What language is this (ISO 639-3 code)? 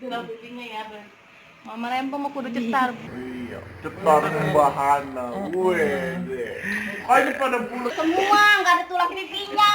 bew